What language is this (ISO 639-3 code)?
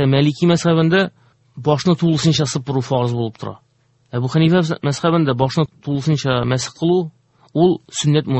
tat